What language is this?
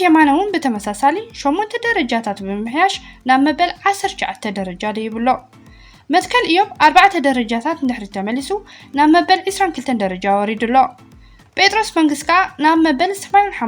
Tigrinya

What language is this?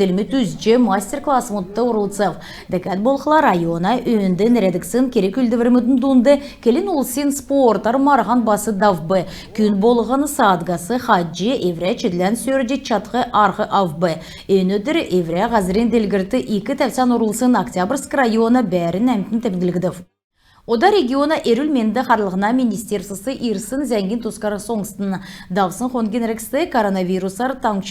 Kalmyk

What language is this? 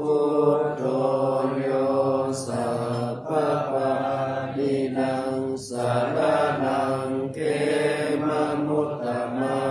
Pali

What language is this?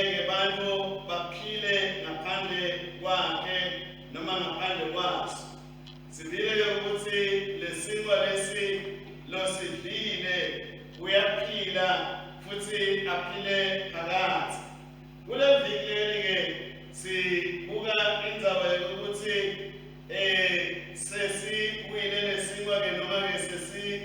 Swati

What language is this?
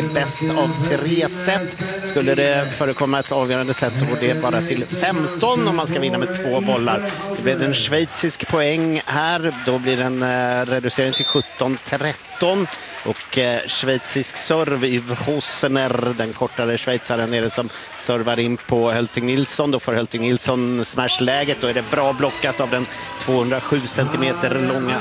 Swedish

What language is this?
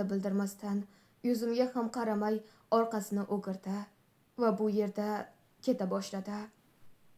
Uzbek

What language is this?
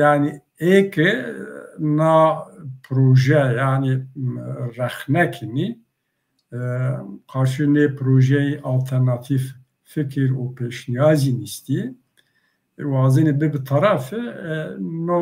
Zaza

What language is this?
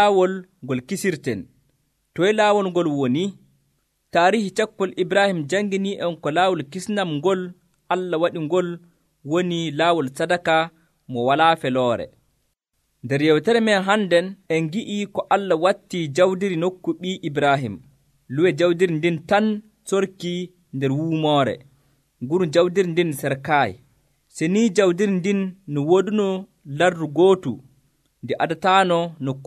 Nigerian Fulfulde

